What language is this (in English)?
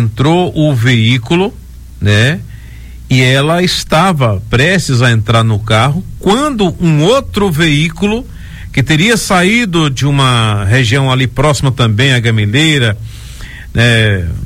Portuguese